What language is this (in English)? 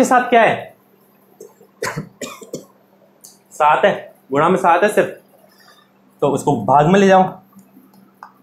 Hindi